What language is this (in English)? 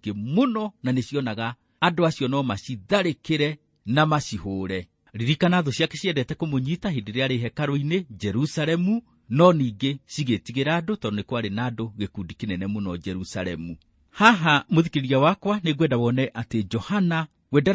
Kikuyu